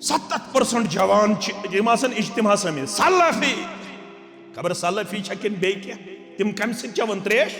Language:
Kashmiri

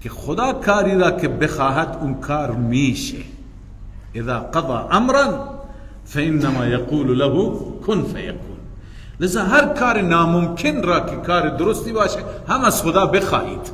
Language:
Persian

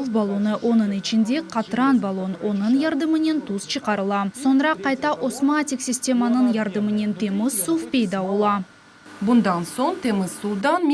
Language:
Crimean Tatar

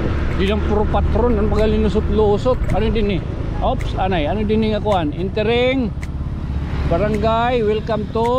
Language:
Waray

